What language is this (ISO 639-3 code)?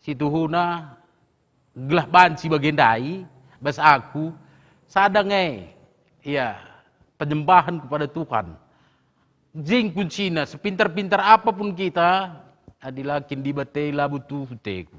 btx